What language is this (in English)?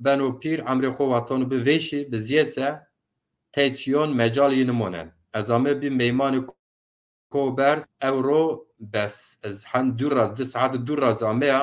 Zaza